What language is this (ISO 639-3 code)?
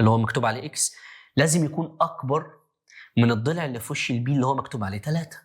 arz